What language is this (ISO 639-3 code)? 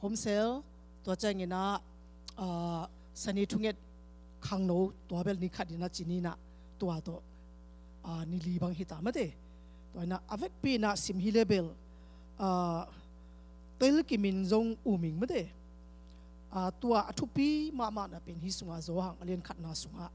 ctd